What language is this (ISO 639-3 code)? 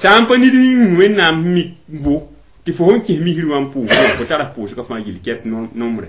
mos